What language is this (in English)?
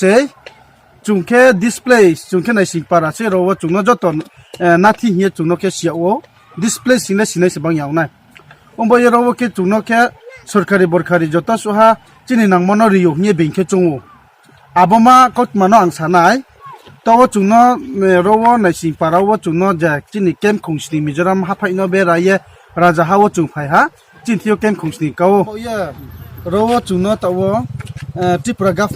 Riang (India)